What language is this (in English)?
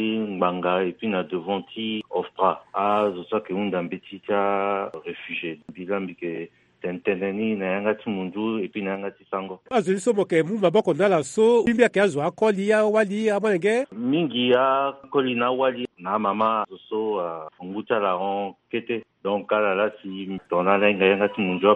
Sango